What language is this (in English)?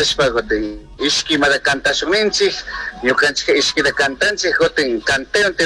Chimborazo Highland Quichua